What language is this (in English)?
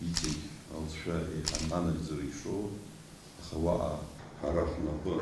Abkhazian